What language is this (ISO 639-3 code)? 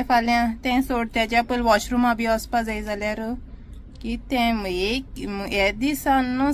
kok